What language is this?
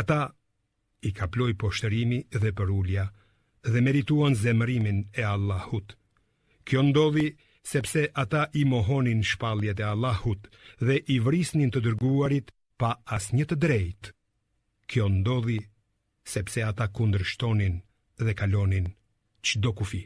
Albanian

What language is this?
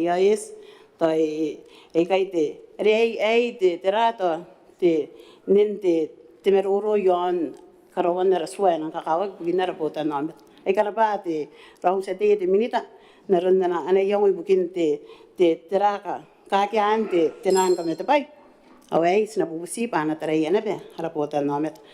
Gilbertese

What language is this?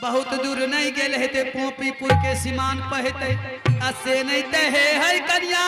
Angika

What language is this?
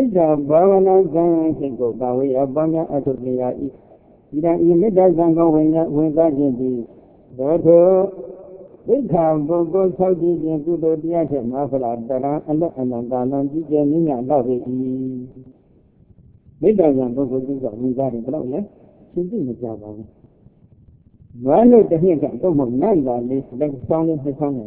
Burmese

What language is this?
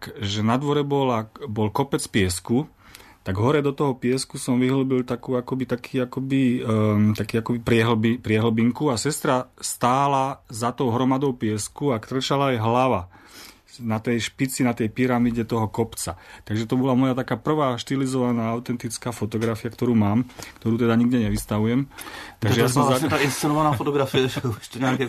Slovak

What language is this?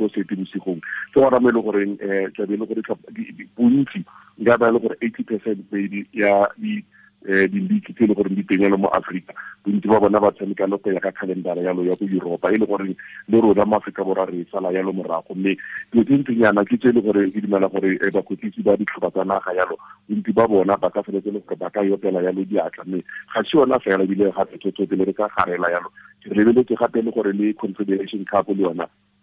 Tswana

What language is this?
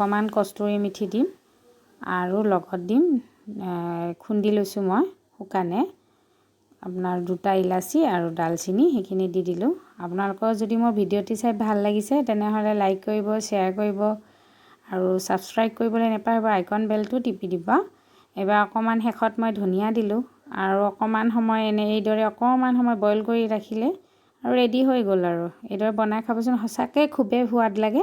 Assamese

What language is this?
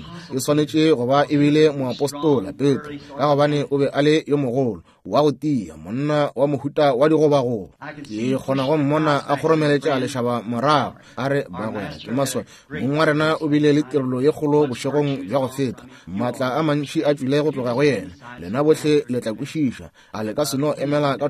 Northern Sotho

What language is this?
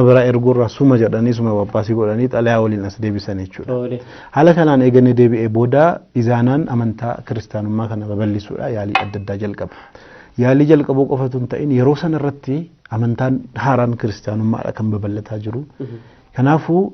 Oromo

